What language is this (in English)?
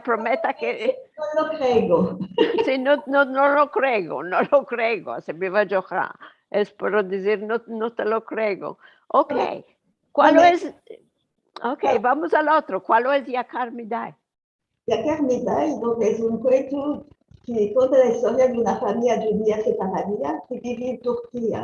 Ladino